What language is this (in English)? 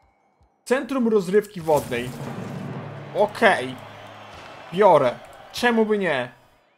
Polish